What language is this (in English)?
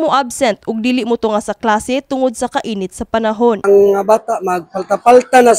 Cebuano